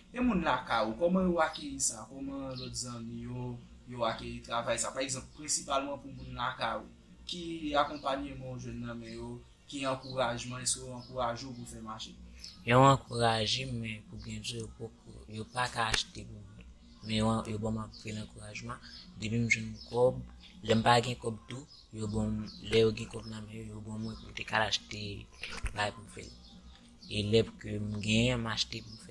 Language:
Haitian Creole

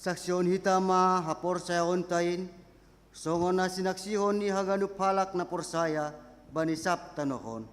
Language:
Batak Simalungun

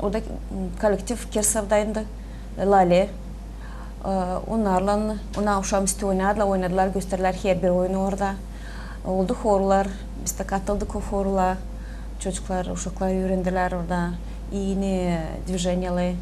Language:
Gagauz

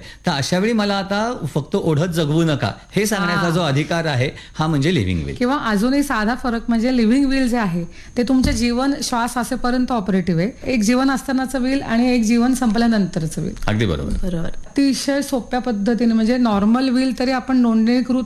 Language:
Marathi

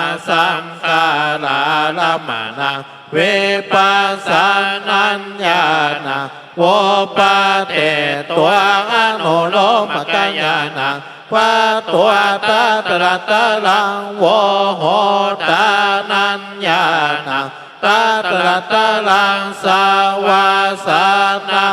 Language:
Pali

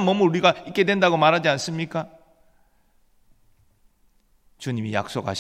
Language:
Korean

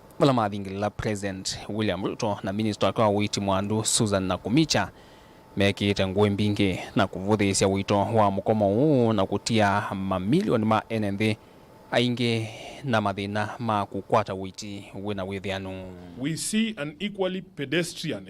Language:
Kamba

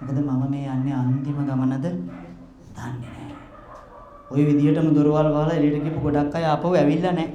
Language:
Sinhala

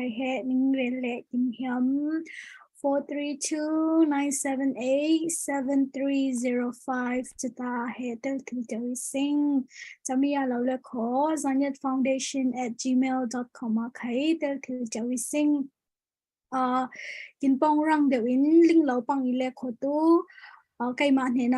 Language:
Falam Chin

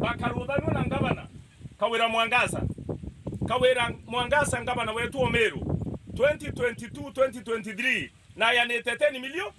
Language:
Meru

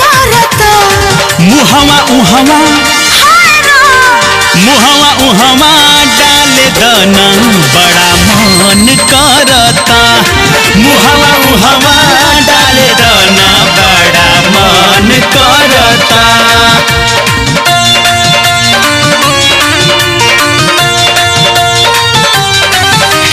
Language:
Bhojpuri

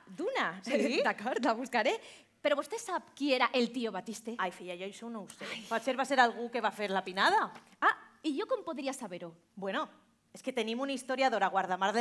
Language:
Catalan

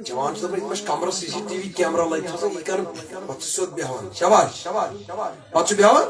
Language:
Kashmiri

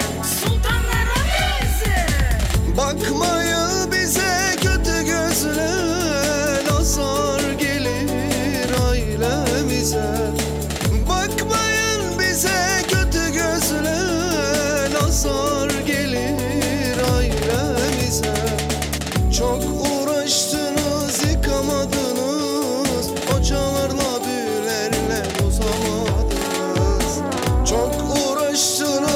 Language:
Turkish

